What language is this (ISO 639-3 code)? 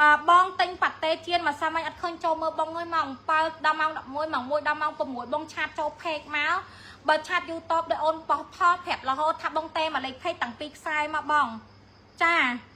khm